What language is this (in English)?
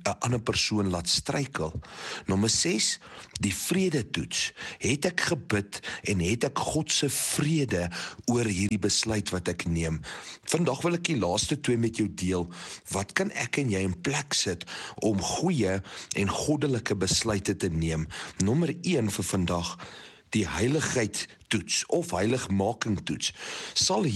Afrikaans